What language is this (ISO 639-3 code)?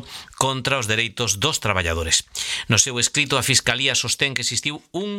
glg